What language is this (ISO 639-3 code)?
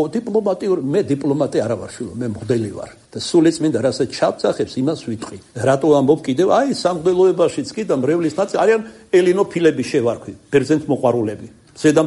kat